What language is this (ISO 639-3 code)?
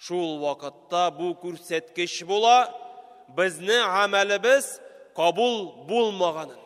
tat